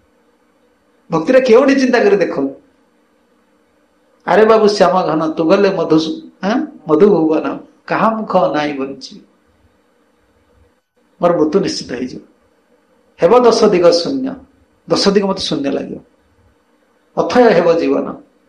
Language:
Odia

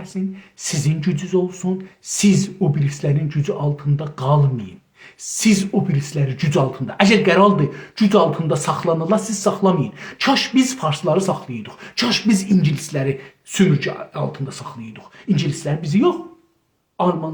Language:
South Azerbaijani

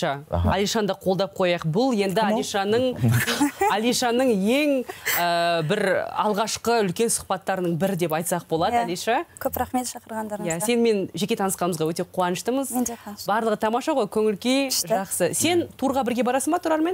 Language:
Kazakh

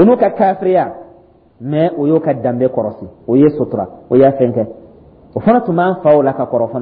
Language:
Dyula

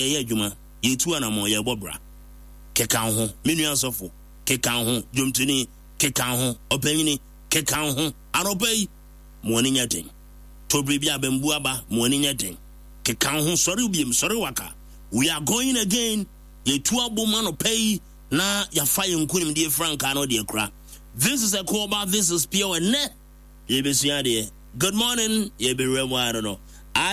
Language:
Akan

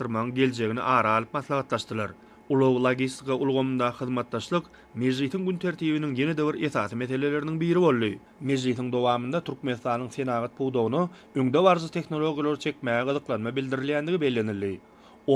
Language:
Turkmen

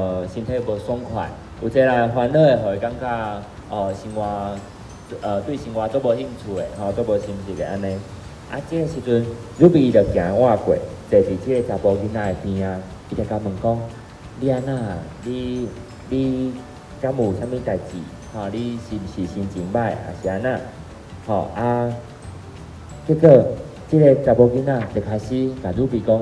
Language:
Min Nan Chinese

